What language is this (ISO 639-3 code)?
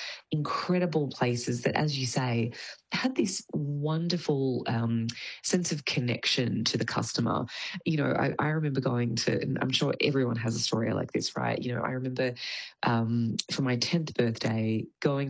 eng